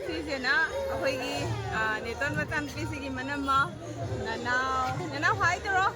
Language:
Manipuri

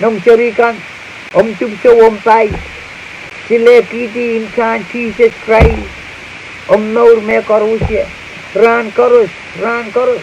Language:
Pohnpeian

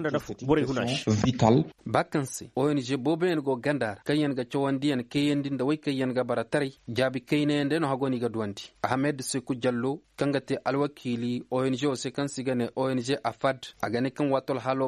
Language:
Koyraboro Senni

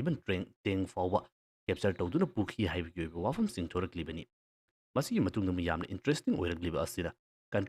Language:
Manipuri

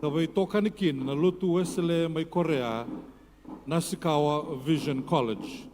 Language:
Fijian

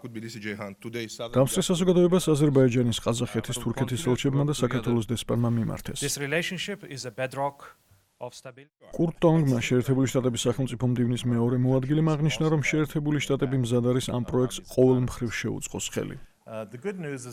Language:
Georgian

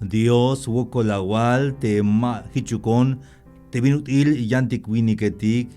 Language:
Tzeltal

